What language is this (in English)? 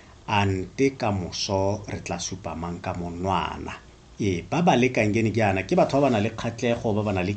Tswana